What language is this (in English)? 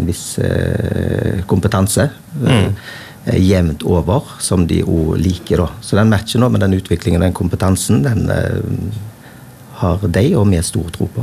Norwegian